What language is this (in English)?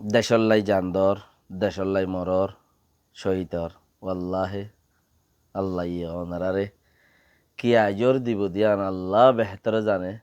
Rohingya